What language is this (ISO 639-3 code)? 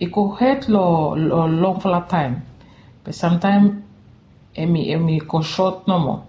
bis